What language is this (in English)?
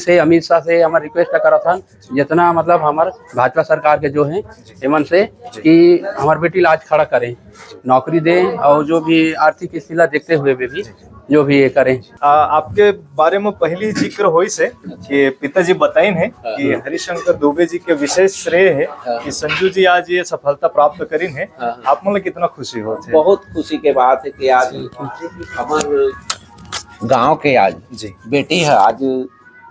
Chhattisgarhi